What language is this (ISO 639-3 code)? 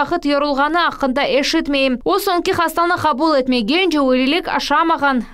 crh